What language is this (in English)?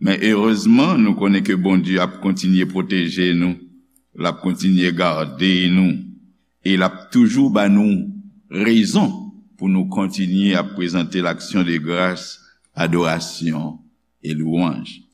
Haitian Creole